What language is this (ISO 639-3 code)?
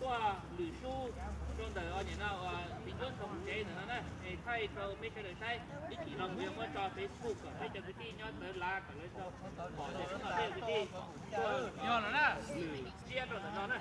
hmn